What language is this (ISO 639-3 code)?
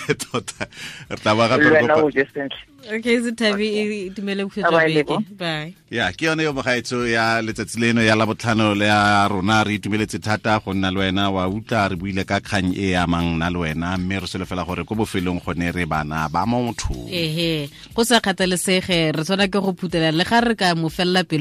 tsn